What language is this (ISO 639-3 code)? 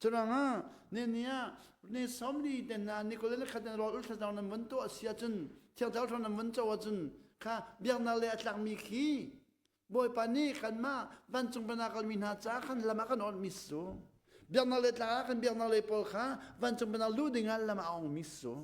cnh